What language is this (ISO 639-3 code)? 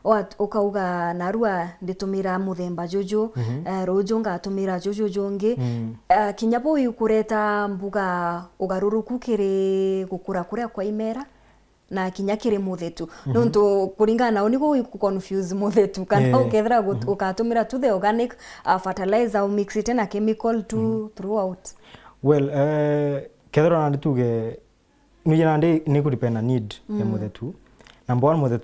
mer